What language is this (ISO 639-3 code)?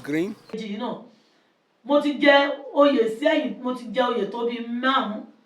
yor